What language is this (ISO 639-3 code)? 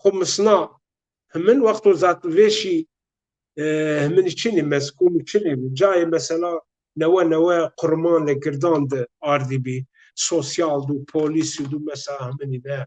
zza